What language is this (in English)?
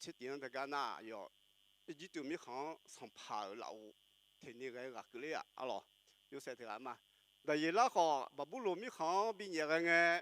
Akha